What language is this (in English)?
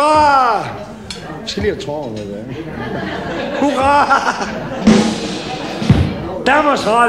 Danish